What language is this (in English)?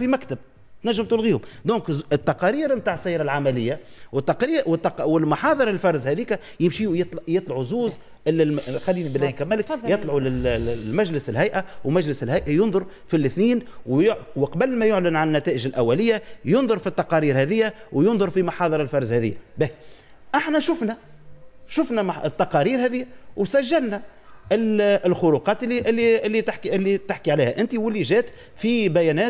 Tunisian Arabic